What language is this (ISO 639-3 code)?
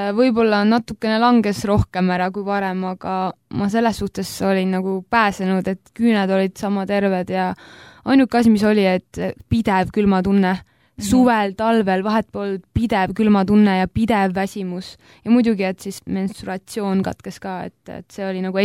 est